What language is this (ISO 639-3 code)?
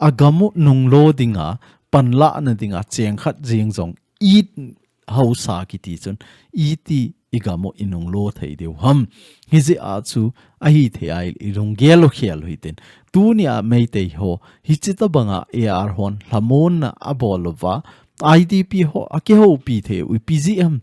tcz